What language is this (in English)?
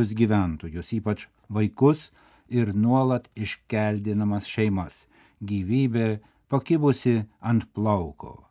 Lithuanian